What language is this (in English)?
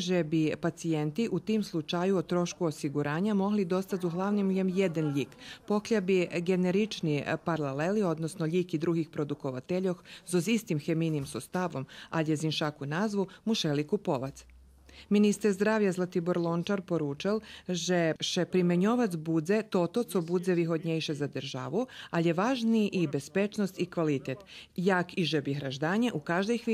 Rusyn